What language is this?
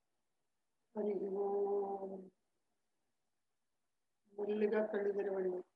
Telugu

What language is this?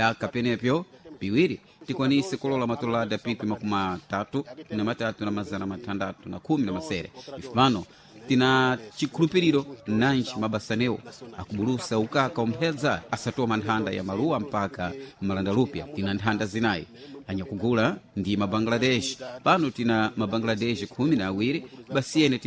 Sena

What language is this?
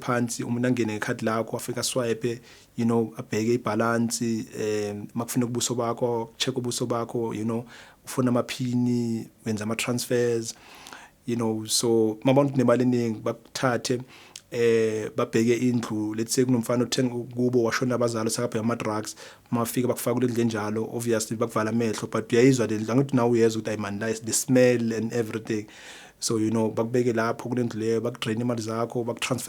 Zulu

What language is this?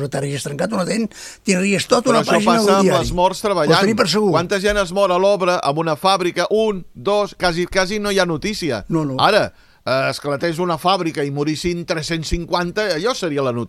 Catalan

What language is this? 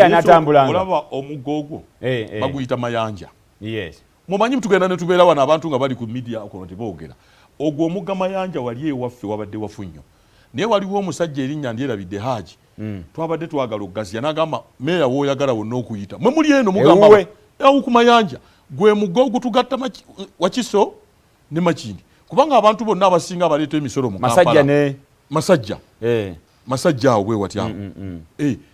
Ganda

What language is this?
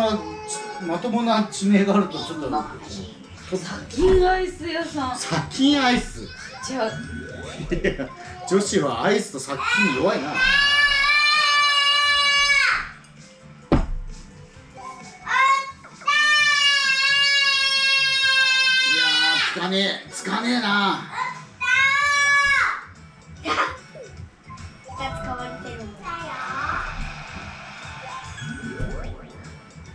Japanese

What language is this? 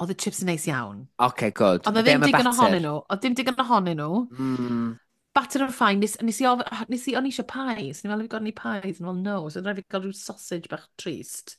Welsh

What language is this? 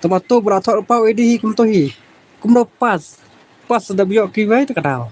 Khasi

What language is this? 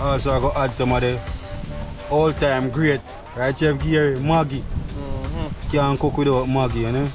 Jamaican Creole English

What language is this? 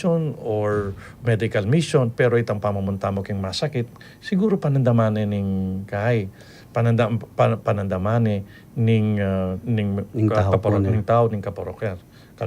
Pampanga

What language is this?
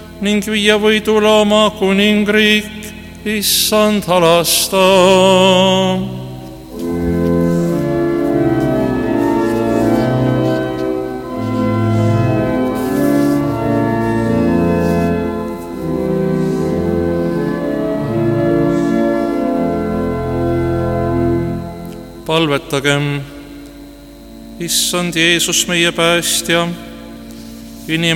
Estonian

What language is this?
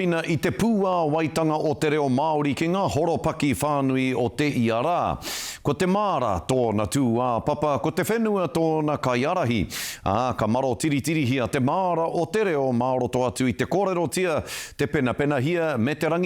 Māori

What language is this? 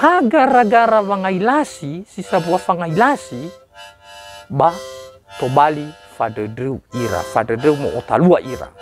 Nias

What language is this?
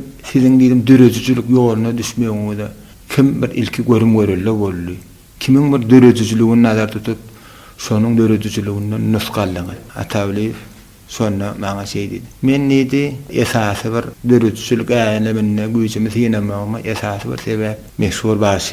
Turkmen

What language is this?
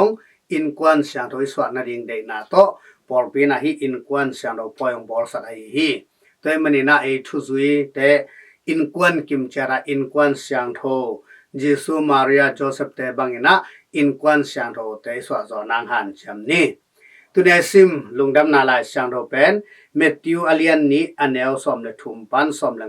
Tedim Chin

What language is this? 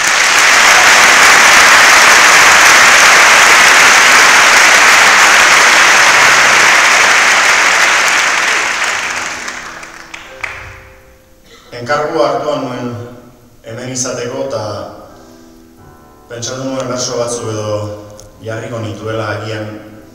Basque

